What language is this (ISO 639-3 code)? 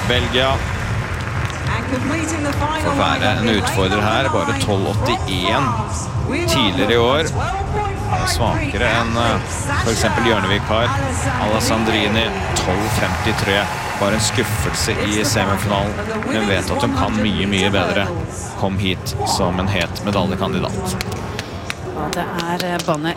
nor